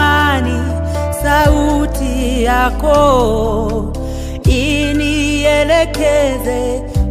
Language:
Swahili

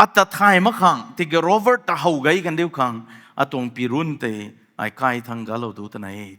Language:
Rongmei Naga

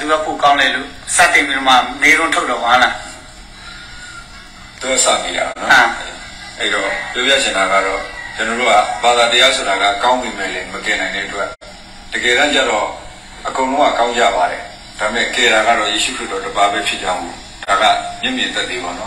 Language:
Burmese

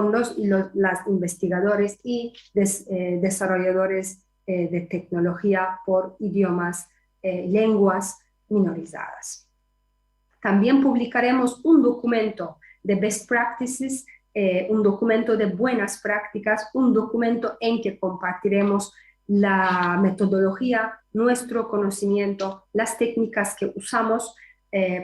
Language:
Ladino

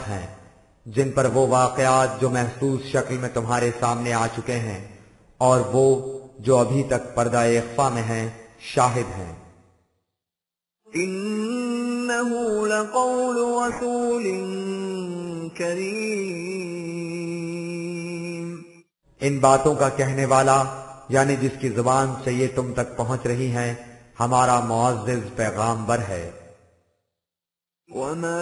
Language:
Urdu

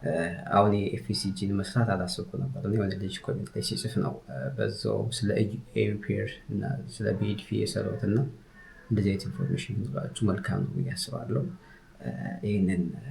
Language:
Amharic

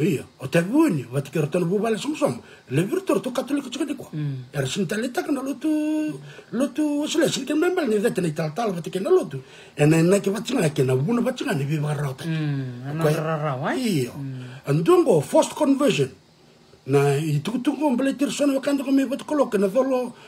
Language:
Fijian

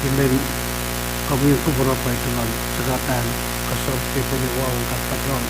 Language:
Pohnpeian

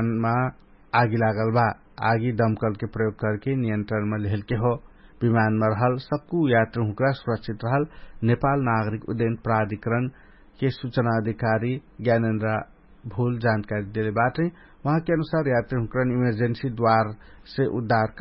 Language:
Dangaura Tharu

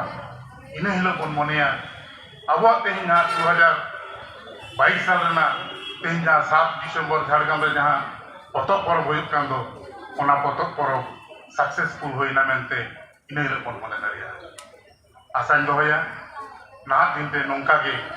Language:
Santali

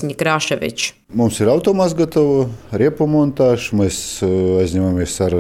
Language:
Latvian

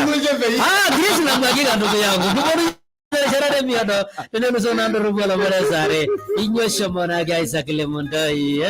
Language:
Masai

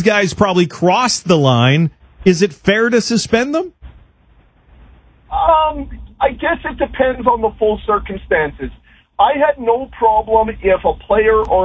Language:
English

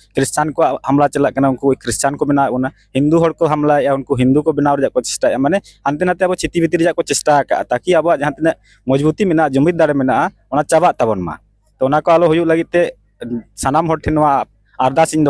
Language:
Santali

